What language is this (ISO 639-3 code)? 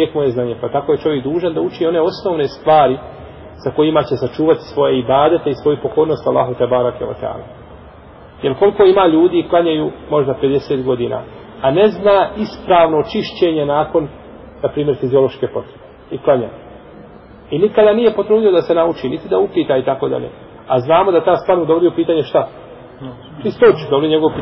bos